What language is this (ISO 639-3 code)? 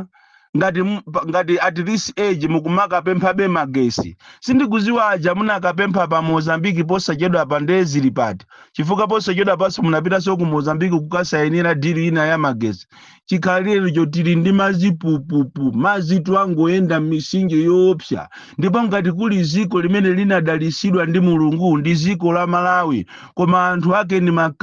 nya